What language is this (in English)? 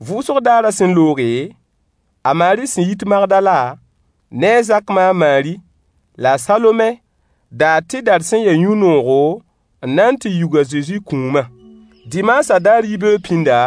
Mossi